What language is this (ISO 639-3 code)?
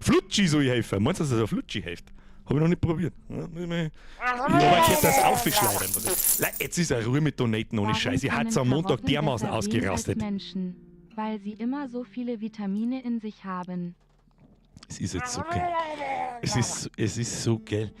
bar